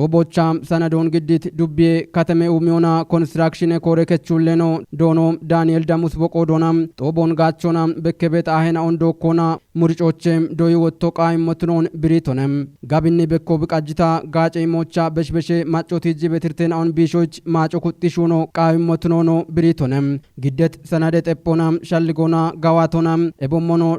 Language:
Kafa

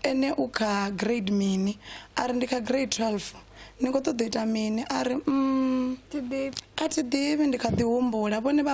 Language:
Venda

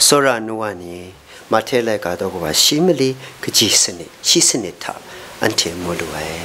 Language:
Kachin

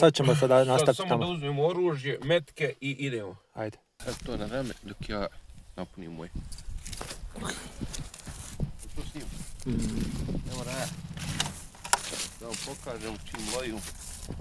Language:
Bosnian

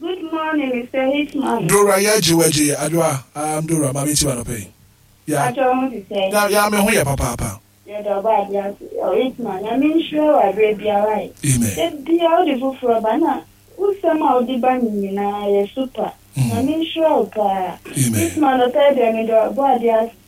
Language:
Akan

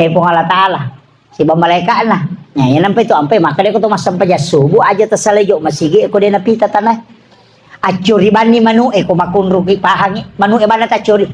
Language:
Buginese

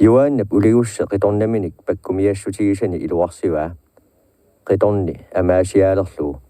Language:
Kalaallisut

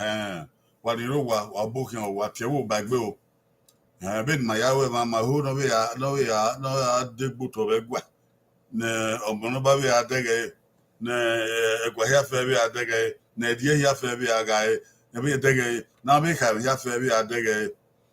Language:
Bini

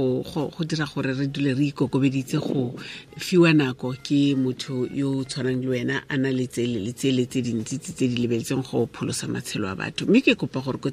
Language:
Tswana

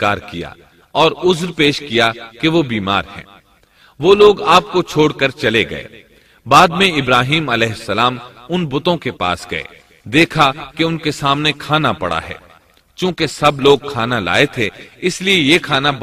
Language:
Urdu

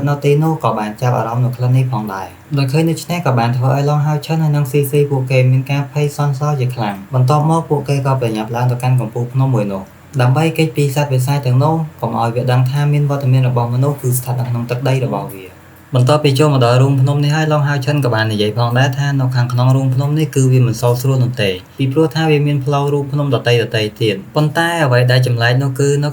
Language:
Khmer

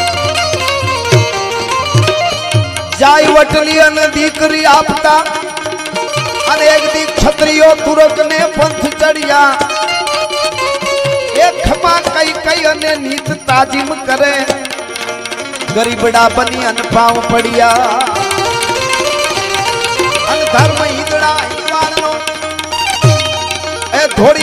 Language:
Gujarati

